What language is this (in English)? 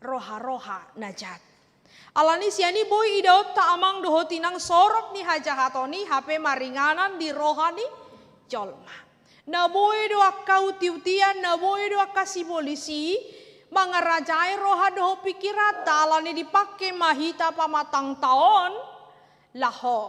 Batak Toba